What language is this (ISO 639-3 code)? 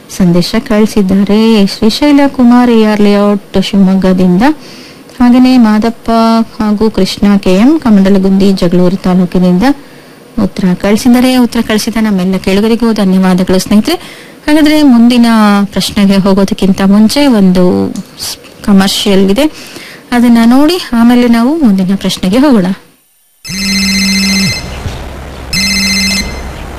kan